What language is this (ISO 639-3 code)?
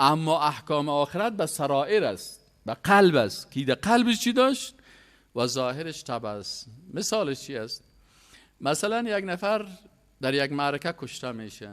fas